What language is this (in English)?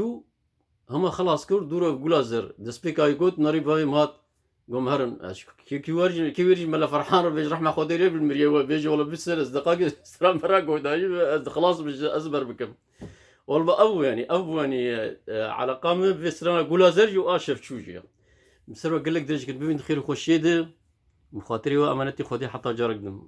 Kurdish